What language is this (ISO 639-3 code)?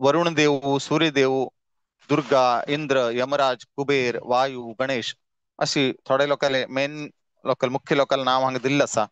kok